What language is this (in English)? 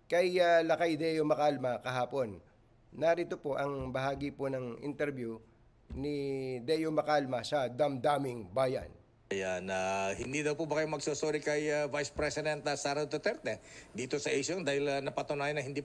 Filipino